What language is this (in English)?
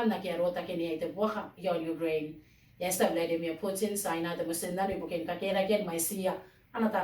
Gilbertese